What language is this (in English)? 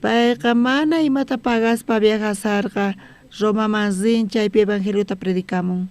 South Bolivian Quechua